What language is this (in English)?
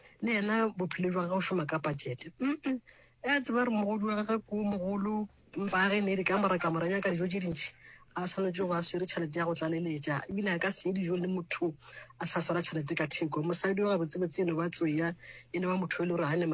Northern Sotho